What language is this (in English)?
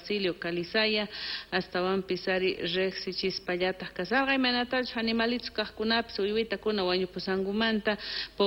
South Bolivian Quechua